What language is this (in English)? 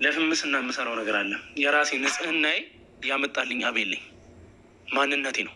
Amharic